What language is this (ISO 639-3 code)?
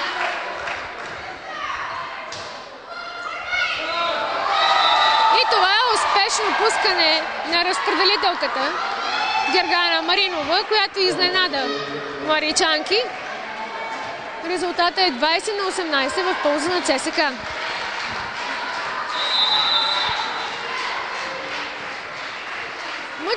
bul